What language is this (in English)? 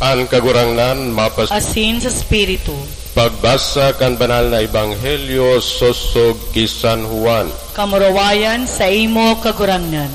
Bikol